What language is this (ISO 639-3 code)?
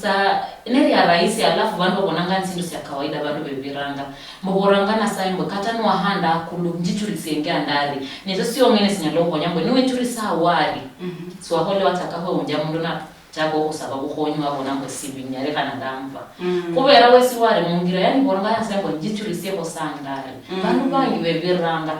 luy